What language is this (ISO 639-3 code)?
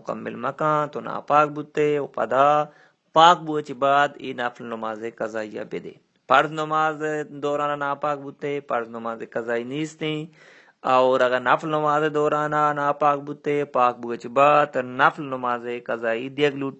bal